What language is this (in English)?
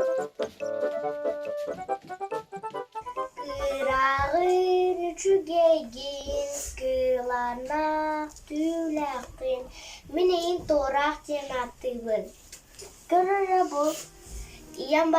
Yakut